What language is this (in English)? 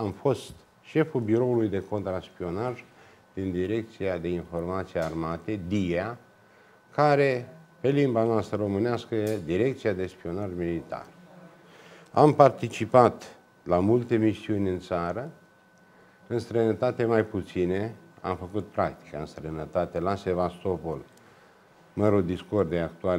Romanian